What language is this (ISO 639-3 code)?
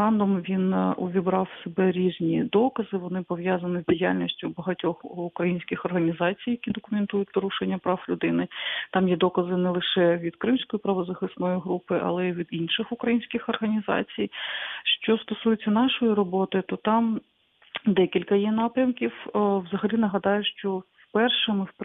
ukr